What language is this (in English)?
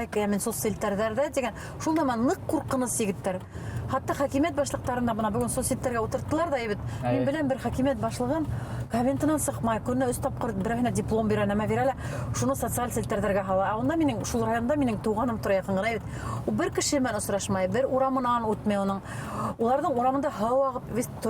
Bashkir